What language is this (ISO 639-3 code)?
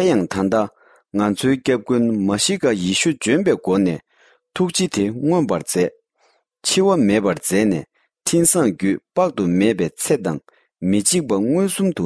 bod